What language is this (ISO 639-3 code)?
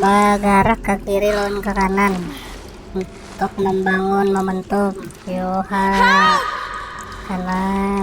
bjn